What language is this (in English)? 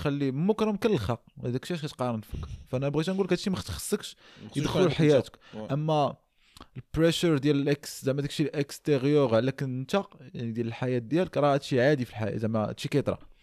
Moroccan Arabic